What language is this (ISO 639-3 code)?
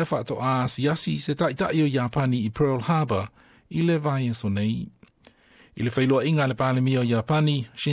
smo